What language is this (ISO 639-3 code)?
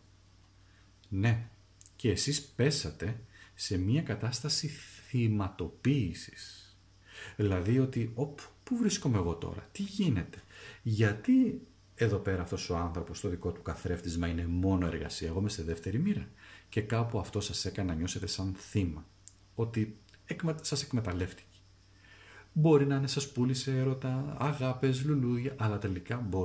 ell